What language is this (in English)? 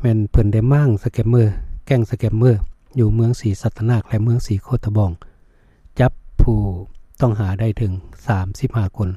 Lao